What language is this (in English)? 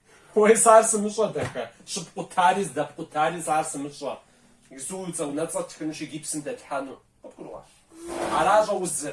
Kabardian